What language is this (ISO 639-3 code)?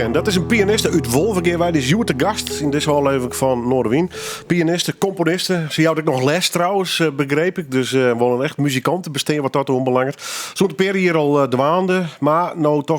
fry